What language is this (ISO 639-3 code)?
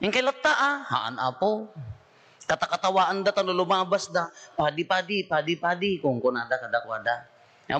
ilo